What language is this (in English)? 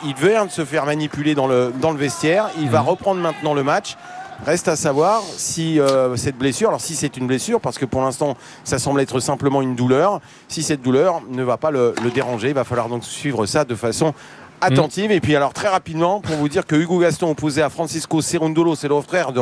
French